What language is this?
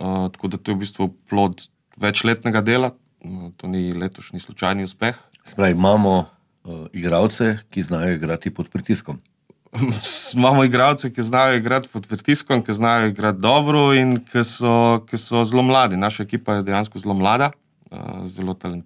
Slovenian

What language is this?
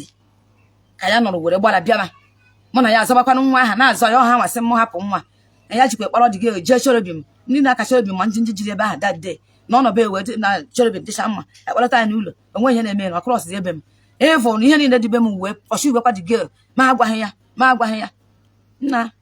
Igbo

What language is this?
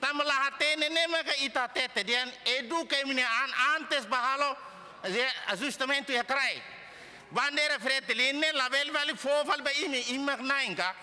Tetum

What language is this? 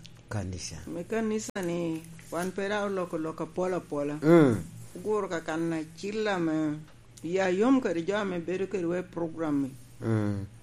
Lango (Uganda)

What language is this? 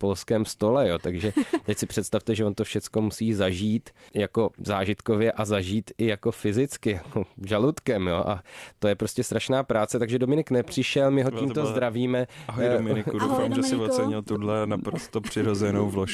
Czech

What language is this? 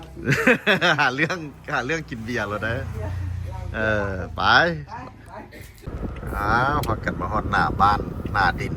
Lao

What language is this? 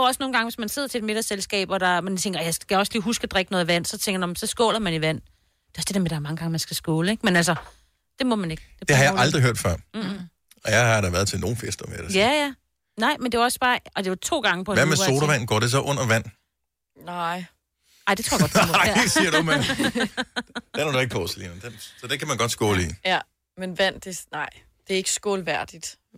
Danish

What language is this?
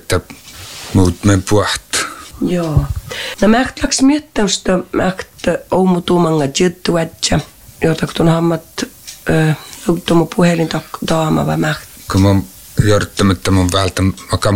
Finnish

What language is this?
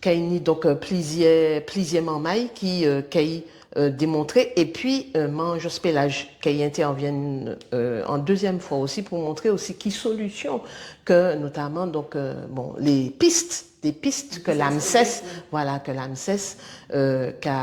Guadeloupean Creole French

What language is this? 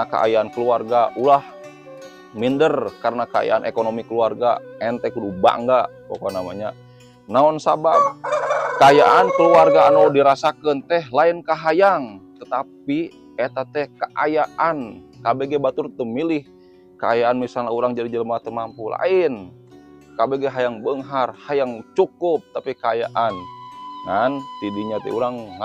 Sundanese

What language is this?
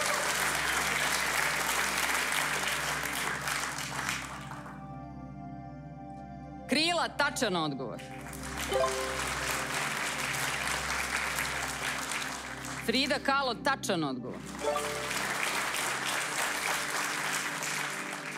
Serbian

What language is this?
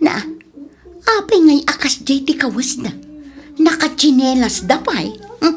Iloko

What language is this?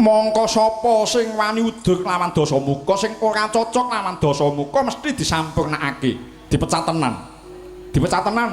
Javanese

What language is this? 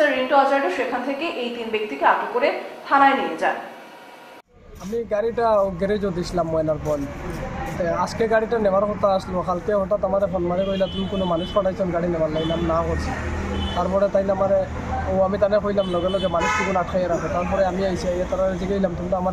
Bangla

